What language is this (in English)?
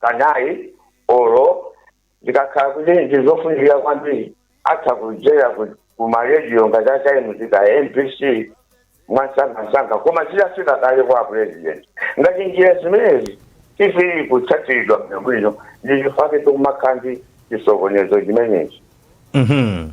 Nyanja